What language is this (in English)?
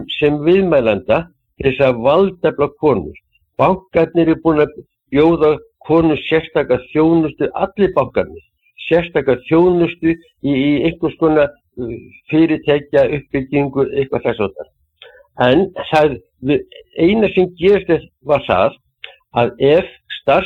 Icelandic